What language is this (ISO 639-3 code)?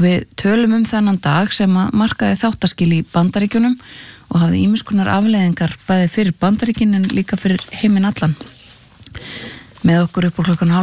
isl